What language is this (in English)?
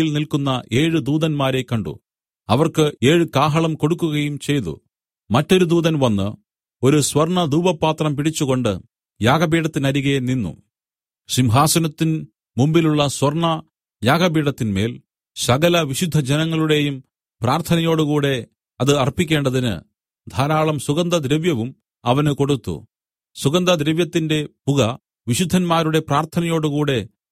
Malayalam